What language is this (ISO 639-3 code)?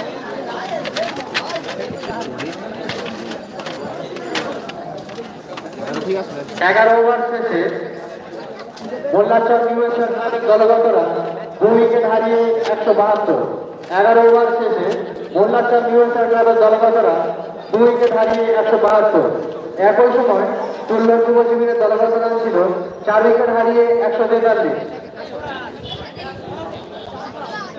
ben